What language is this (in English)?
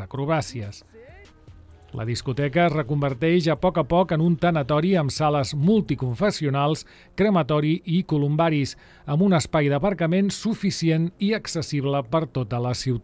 Catalan